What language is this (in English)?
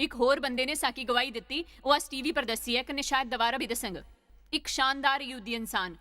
Dogri